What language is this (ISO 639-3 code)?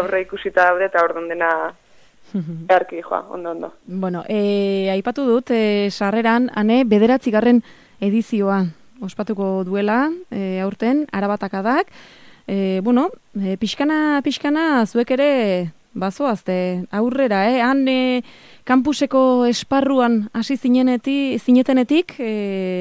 eus